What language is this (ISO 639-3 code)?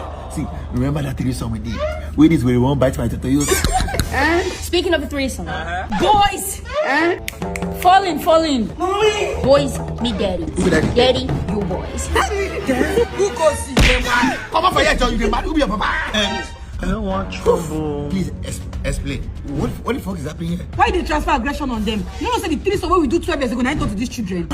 pcm